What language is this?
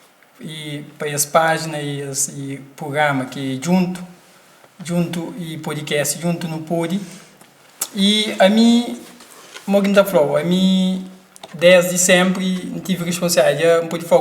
Kabuverdianu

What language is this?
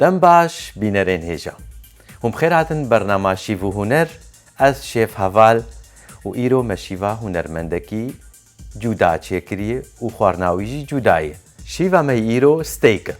Kurdish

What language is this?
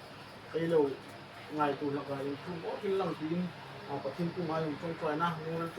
Hmar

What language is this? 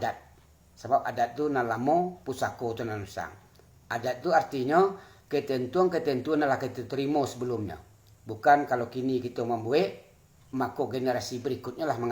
Minangkabau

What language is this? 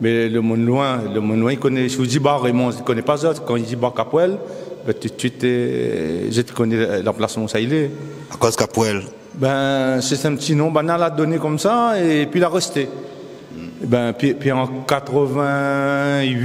Réunion Creole French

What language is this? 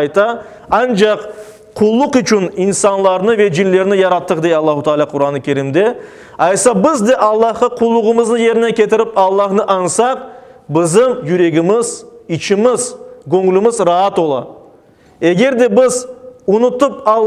Crimean Tatar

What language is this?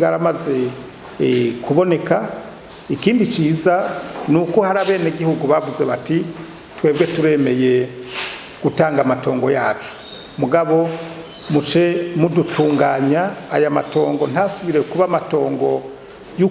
Rundi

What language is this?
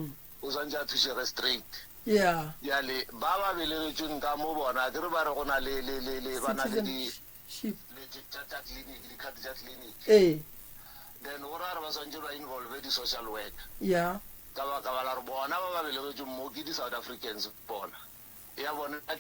Northern Sotho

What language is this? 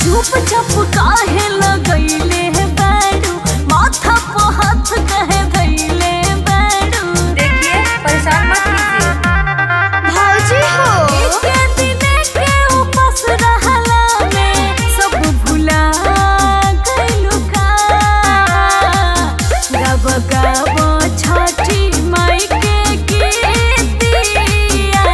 Bhojpuri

